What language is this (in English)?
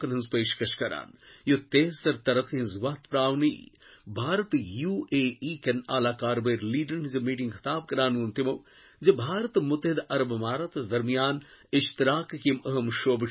Kashmiri